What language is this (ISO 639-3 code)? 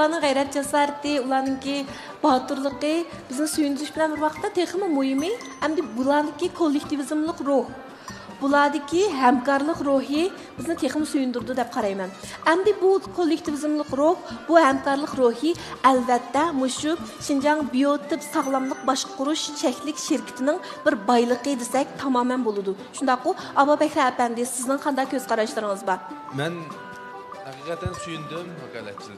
uig